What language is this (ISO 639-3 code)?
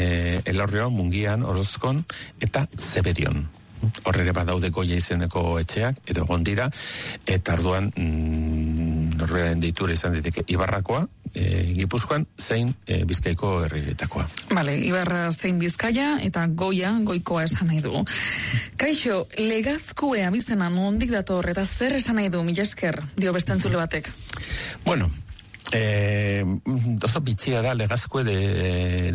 eus